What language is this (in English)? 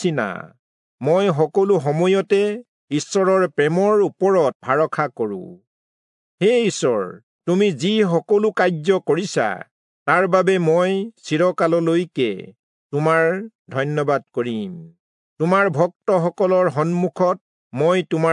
Assamese